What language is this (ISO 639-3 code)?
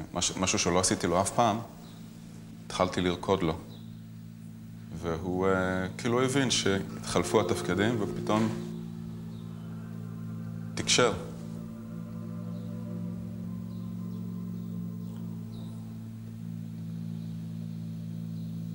heb